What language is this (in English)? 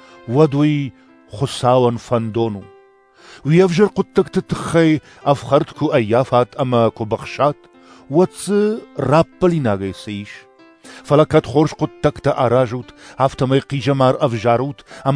Ossetic